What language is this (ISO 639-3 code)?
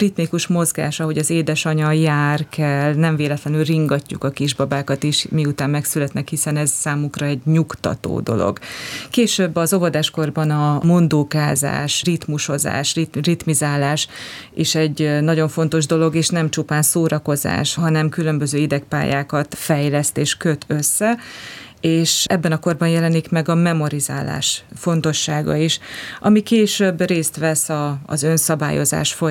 hun